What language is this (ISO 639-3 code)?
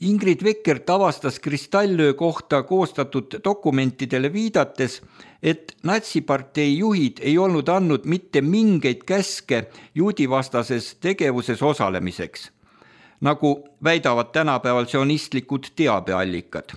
est